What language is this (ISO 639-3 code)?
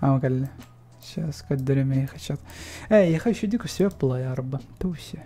sah